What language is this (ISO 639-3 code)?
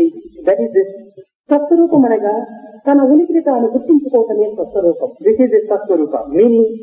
tel